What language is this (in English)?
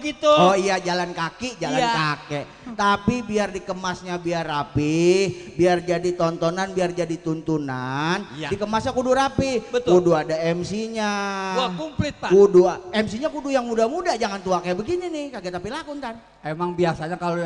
Betawi